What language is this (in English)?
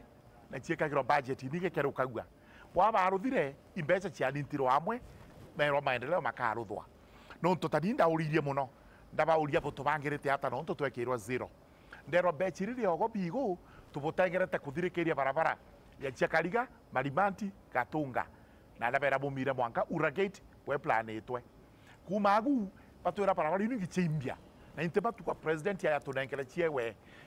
Meru